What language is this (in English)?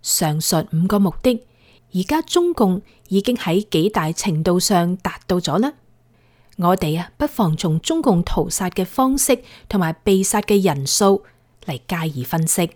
Cantonese